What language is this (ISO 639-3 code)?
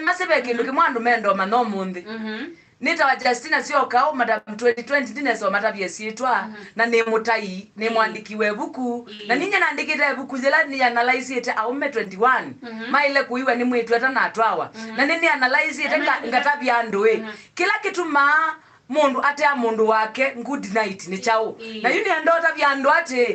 kam